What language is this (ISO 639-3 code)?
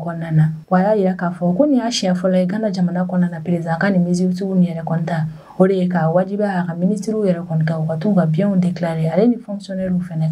bam